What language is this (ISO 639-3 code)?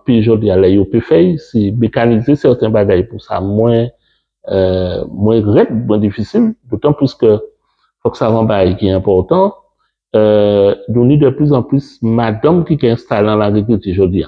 gcf